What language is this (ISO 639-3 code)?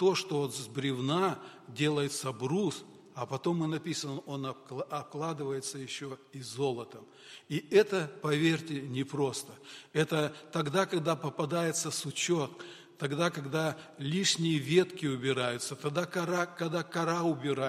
rus